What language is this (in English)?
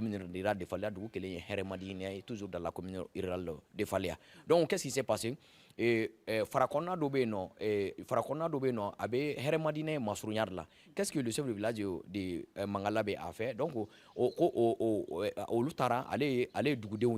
Bambara